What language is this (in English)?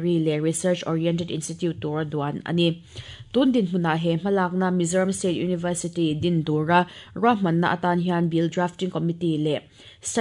Mizo